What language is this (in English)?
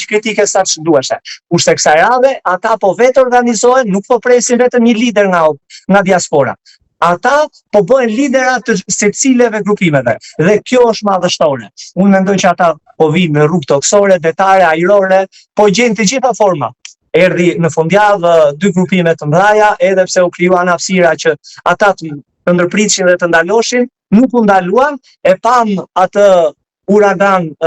Albanian